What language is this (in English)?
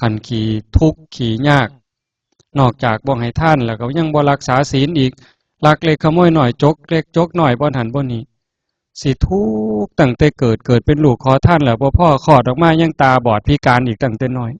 Northeastern Thai